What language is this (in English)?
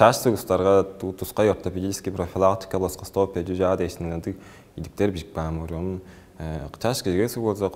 Tuvinian